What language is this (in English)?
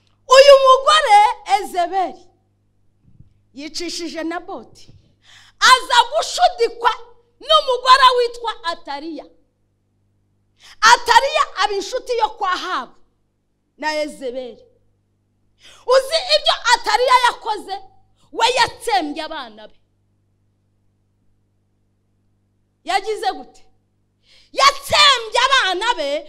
Kinyarwanda